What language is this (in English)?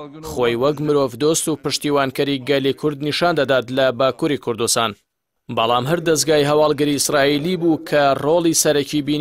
Central Kurdish